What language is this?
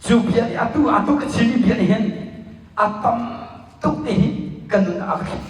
Hakha Chin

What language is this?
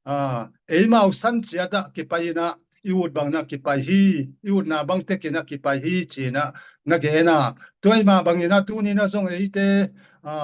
Tedim Chin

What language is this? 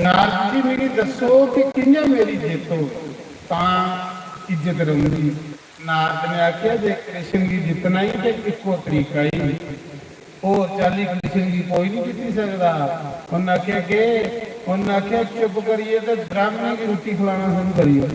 Dogri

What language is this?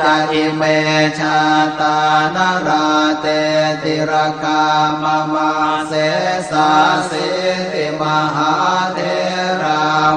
Pali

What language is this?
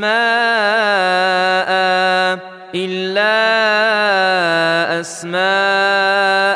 Arabic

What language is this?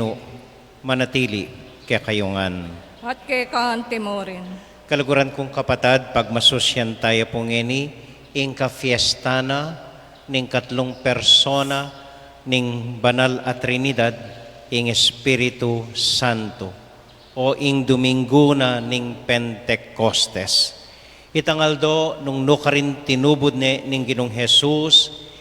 Pampanga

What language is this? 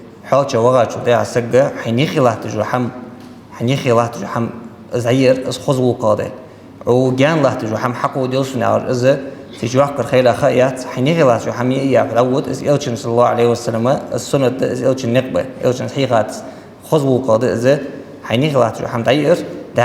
Ingush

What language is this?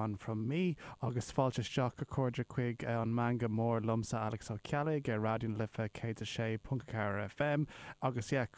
Irish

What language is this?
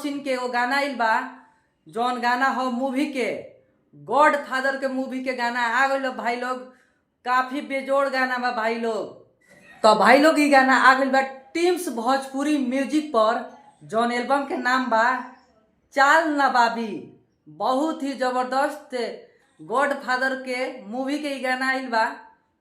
Bhojpuri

